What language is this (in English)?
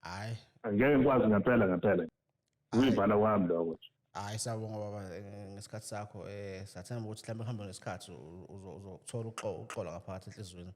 Zulu